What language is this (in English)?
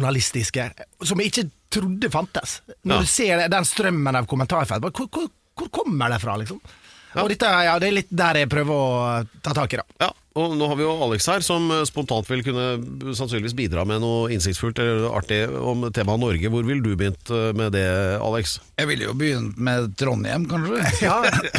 Norwegian